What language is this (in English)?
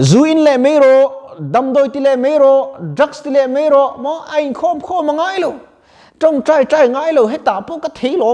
Mizo